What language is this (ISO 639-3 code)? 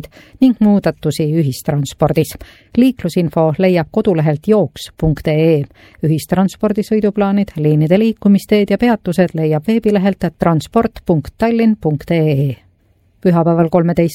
est